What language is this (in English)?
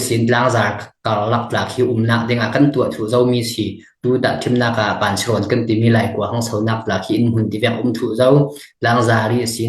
Falam Chin